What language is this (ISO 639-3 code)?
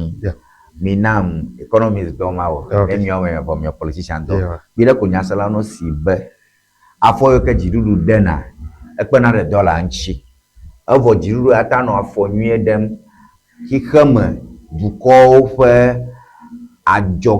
ewe